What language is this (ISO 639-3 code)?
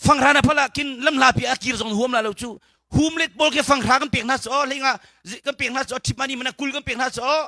cnh